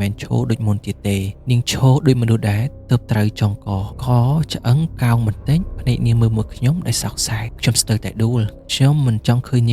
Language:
Khmer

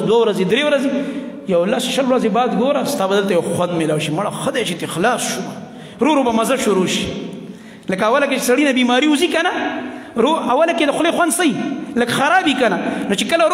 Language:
Pashto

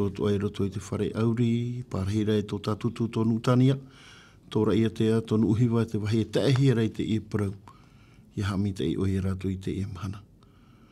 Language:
Tahitian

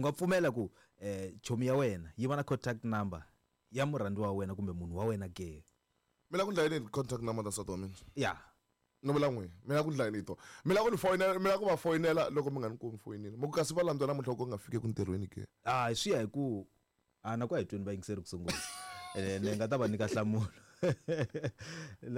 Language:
Tsonga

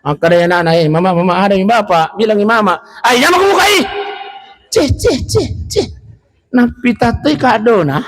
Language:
Buginese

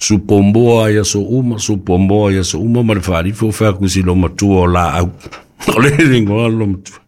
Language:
Samoan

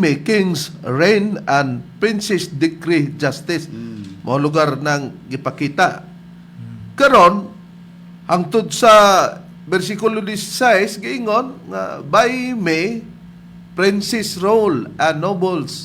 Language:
Cebuano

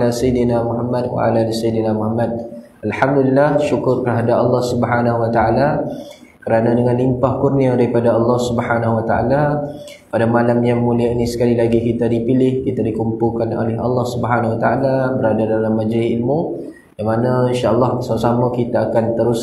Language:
Malay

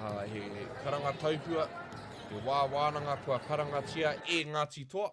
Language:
Māori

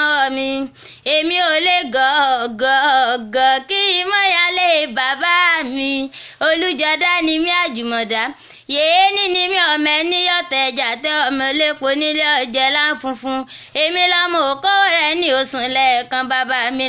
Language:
Yoruba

